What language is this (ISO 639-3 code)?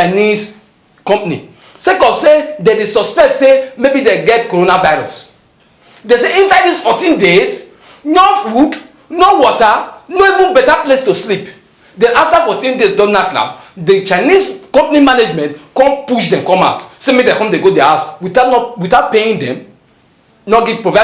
pcm